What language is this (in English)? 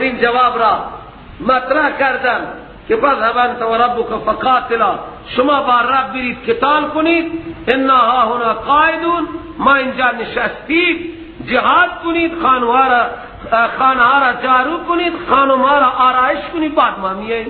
Persian